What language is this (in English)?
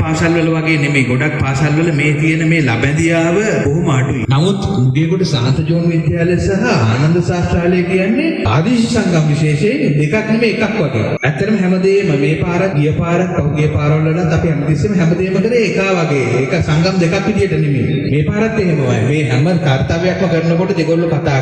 Sinhala